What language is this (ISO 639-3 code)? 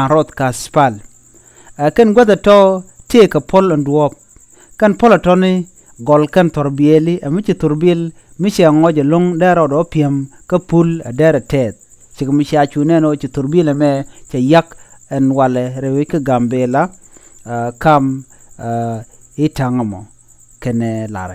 nus